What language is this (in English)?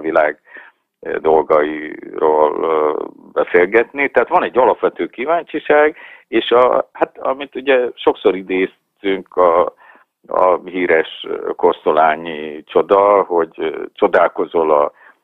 Hungarian